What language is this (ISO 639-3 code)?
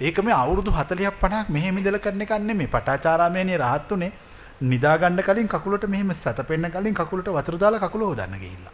sin